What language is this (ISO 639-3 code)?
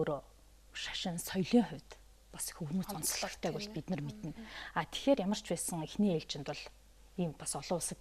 mon